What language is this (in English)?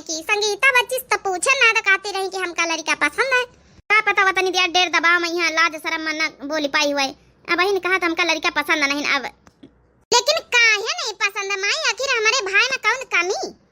Awadhi